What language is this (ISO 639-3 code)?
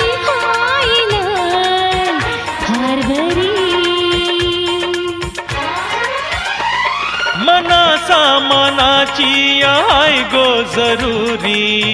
mar